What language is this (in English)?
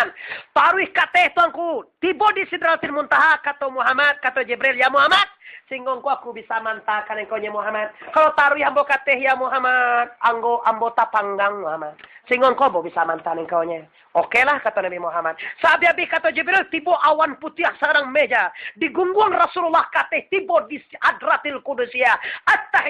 Minangkabau